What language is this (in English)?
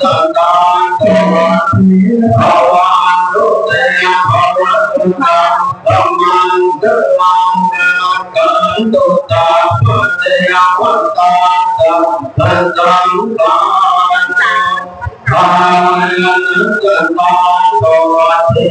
Pali